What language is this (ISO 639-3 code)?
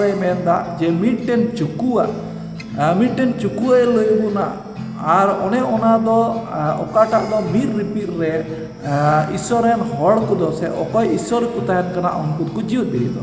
sat